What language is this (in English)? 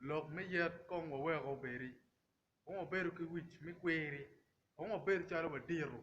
Acoli